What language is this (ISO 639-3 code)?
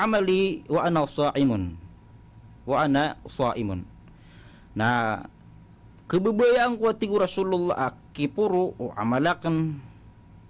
mrw